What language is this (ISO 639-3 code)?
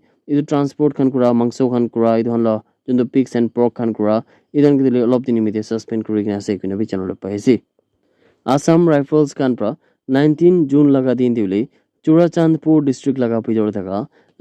nag